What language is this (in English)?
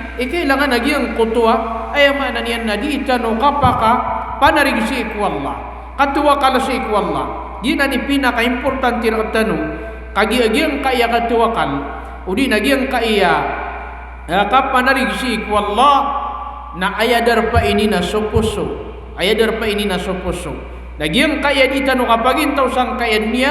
Maranao